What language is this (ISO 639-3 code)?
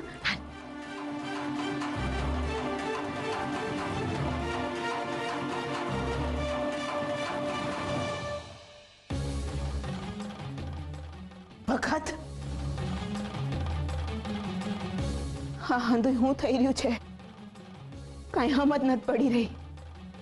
guj